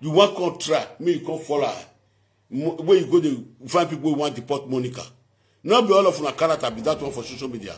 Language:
Nigerian Pidgin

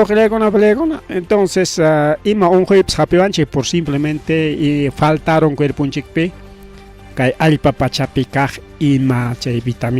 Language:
Ayacucho Quechua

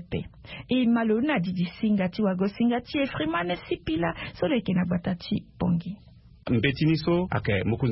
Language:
Sango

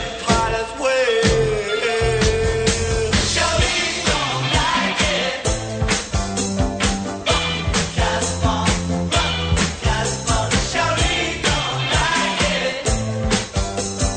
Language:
Italian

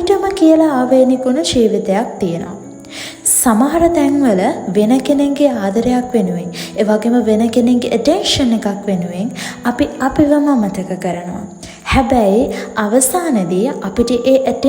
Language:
Sinhala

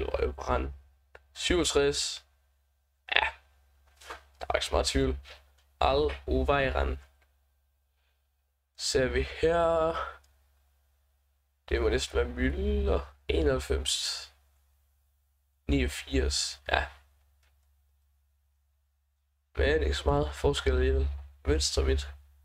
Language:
Danish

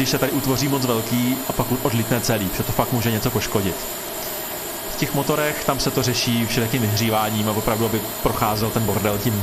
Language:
Czech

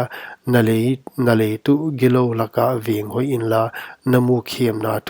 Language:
Paite Chin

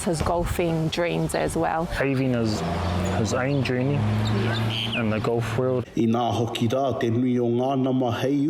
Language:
Māori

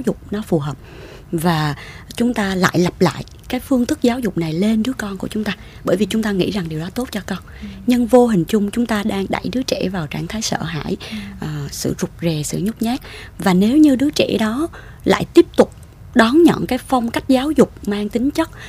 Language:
Vietnamese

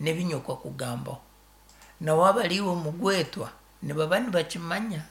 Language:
Nyankole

